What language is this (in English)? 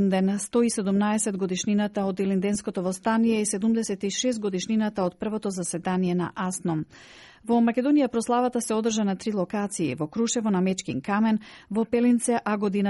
Macedonian